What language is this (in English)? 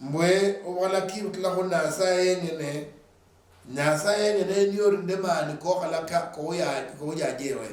Luyia